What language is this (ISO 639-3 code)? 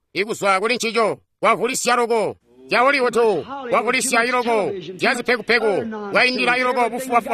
toi